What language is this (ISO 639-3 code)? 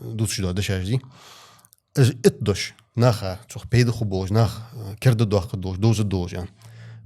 inh